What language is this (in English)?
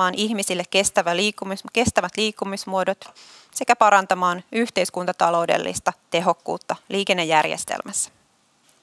Finnish